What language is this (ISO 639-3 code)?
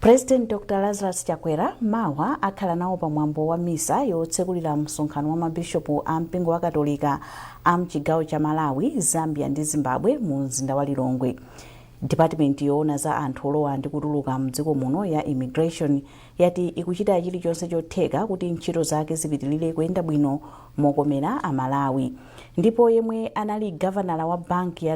nya